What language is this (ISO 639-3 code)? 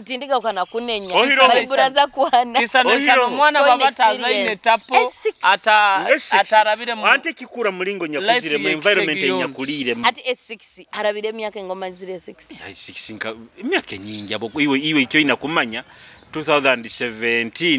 nyo